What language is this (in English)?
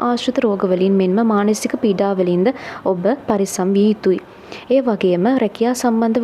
Sinhala